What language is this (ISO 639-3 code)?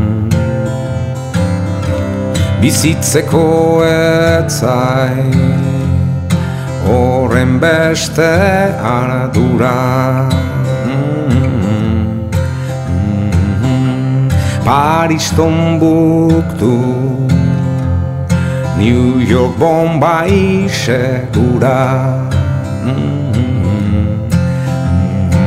eus